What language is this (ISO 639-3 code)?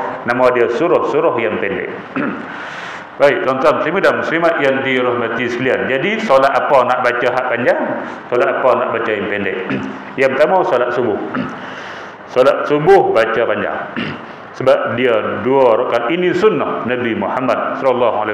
msa